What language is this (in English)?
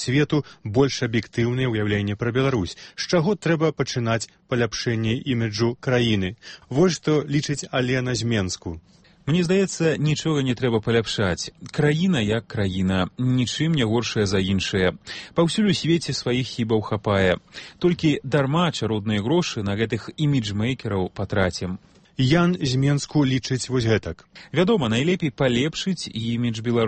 Belarusian